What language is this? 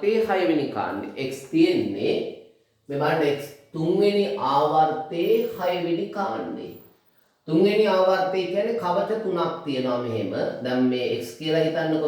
Sinhala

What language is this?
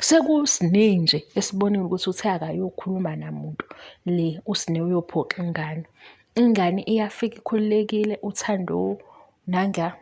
Zulu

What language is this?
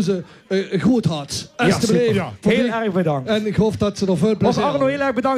Limburgish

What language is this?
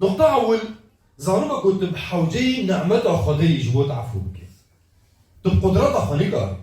Kurdish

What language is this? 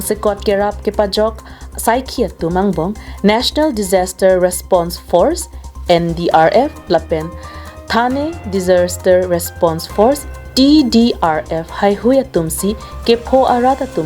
Karbi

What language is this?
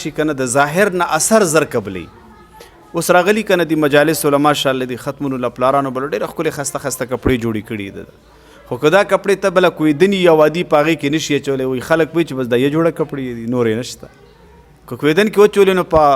Pashto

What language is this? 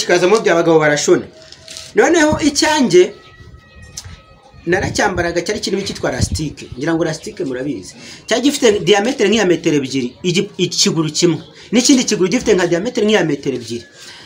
Kinyarwanda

